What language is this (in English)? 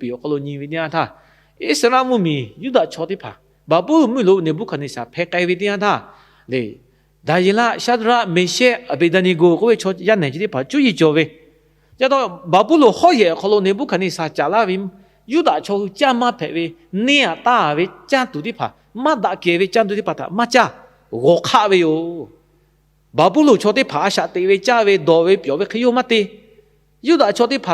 Lahu